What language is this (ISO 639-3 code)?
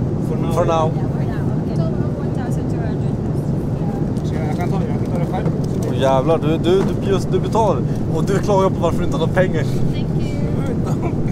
swe